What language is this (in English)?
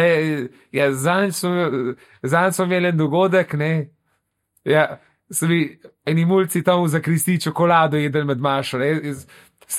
Slovenian